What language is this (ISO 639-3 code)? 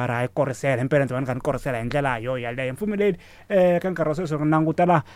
tso